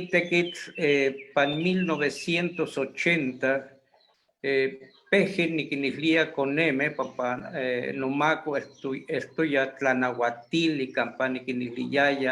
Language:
Eastern Huasteca Nahuatl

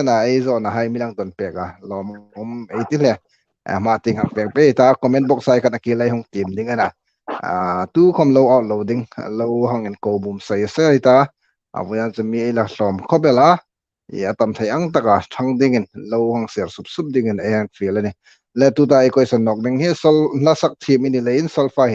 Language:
Hmar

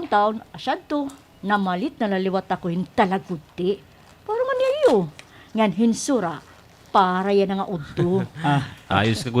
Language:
Waray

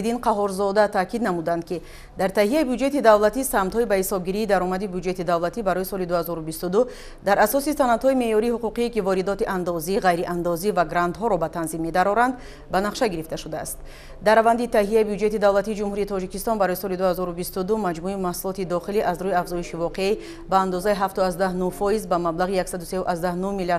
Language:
Tajik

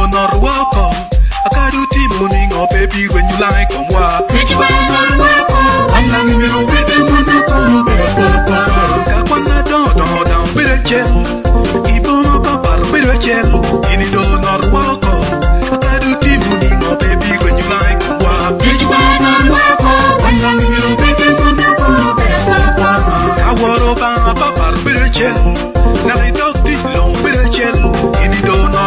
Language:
Lango (Uganda)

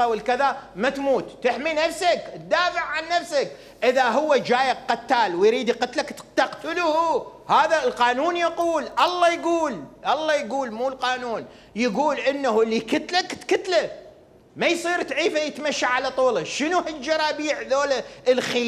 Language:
Mesopotamian Arabic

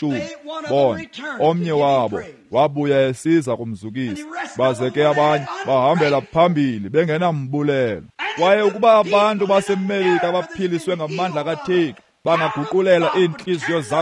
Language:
Xhosa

